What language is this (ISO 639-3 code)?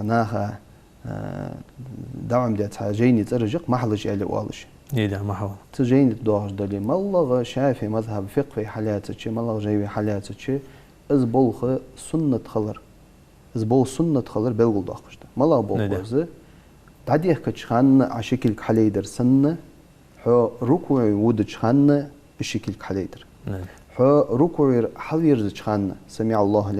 inh